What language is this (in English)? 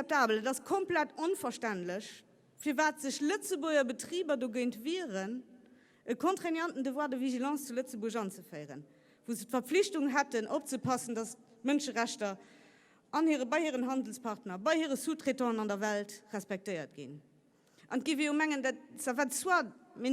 Luxembourgish